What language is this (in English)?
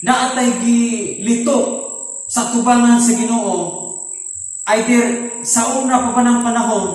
Cebuano